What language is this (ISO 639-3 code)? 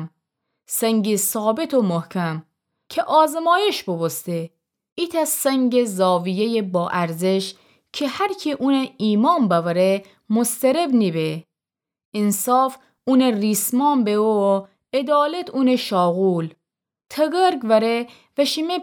glk